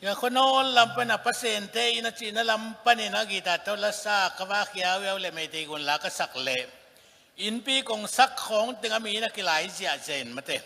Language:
Tedim Chin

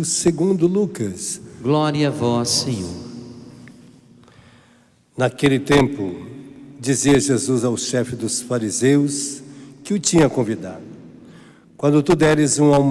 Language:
Portuguese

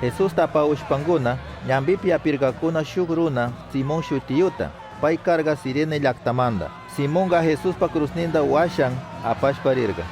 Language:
Chimborazo Highland Quichua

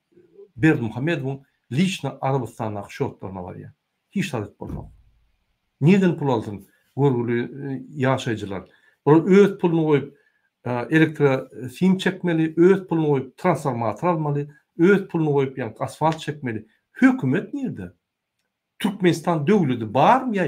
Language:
Turkmen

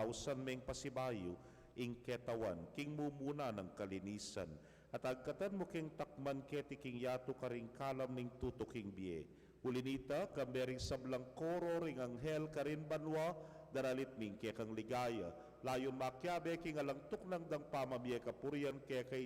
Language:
Pampanga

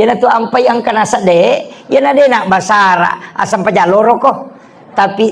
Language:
Buginese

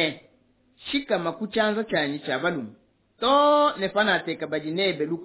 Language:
Luba-Lulua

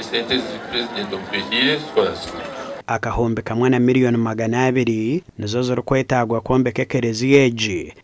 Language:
Nyankole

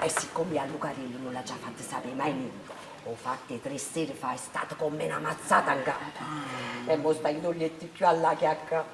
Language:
Neapolitan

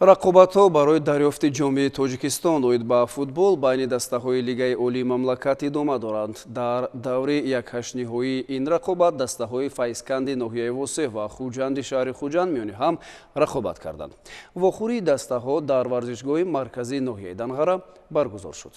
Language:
Tajik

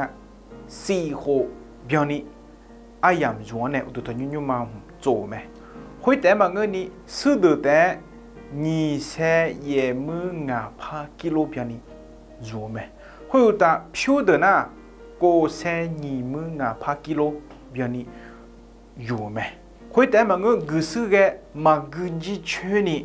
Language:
Akha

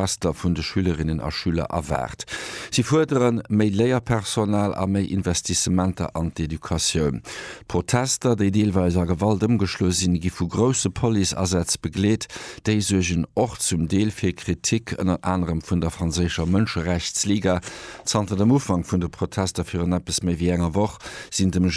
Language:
Luxembourgish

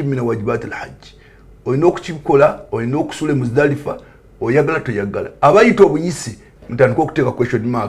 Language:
Ganda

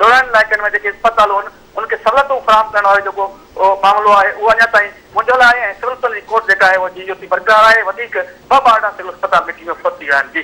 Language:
Sindhi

